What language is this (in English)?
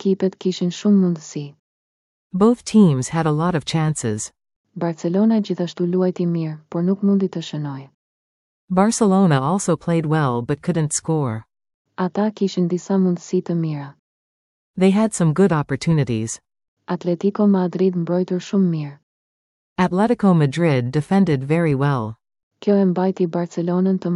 Albanian